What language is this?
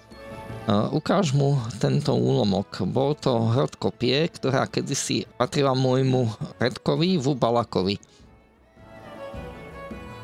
Slovak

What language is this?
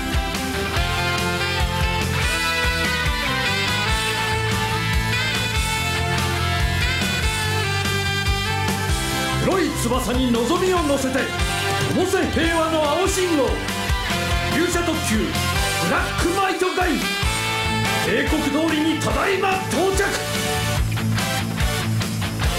Japanese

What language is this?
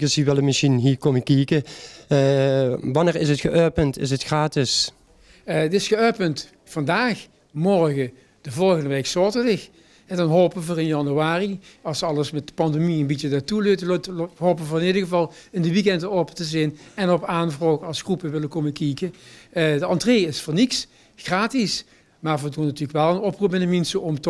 Limburgish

